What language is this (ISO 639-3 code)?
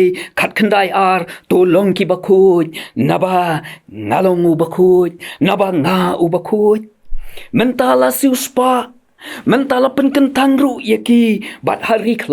kha